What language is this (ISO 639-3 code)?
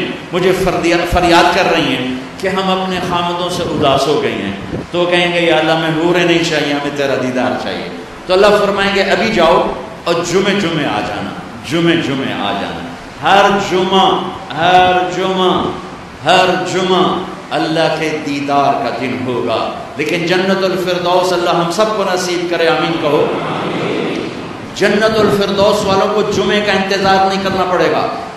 urd